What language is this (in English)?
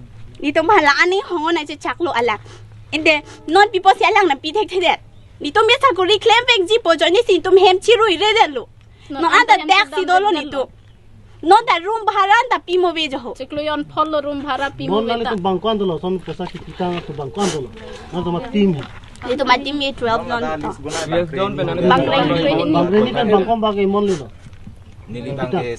Karbi